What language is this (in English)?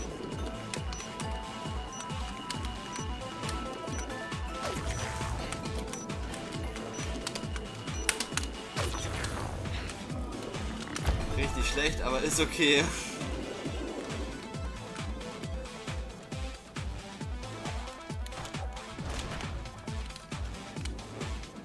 German